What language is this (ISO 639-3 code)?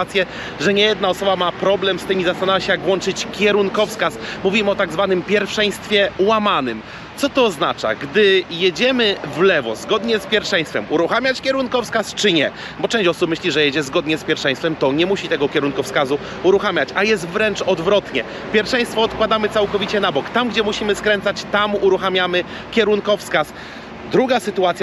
pol